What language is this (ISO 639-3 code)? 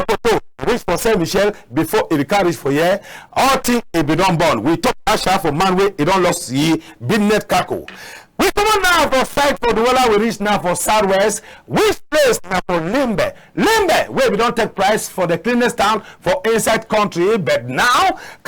wes